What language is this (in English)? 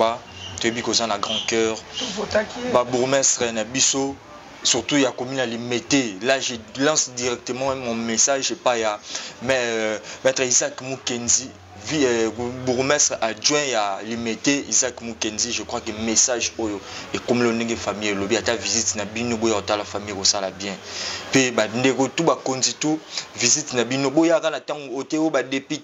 Lingala